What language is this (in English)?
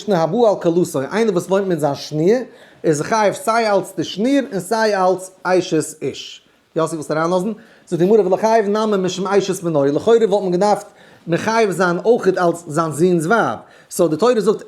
Yiddish